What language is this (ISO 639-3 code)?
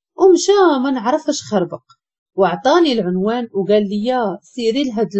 ary